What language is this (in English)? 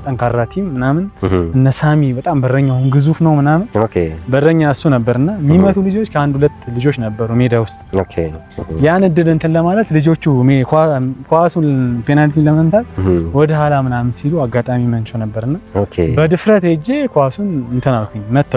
Amharic